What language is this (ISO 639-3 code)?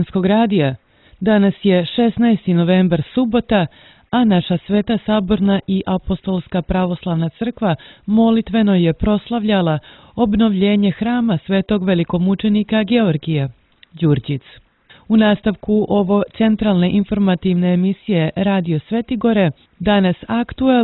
srp